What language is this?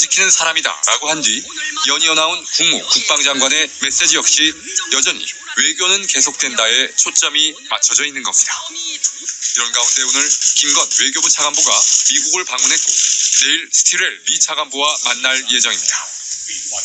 Korean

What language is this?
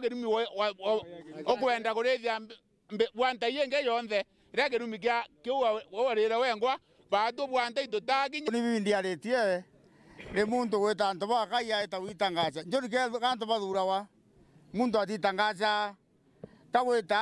Meru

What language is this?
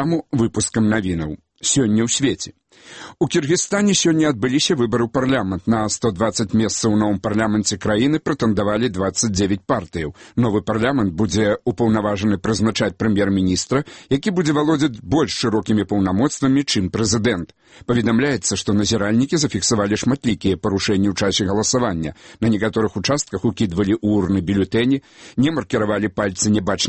Belarusian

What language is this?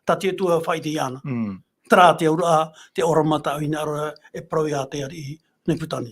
Tahitian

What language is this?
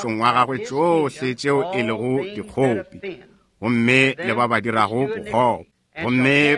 Northern Sotho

